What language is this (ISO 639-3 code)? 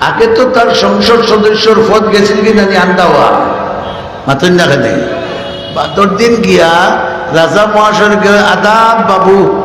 syl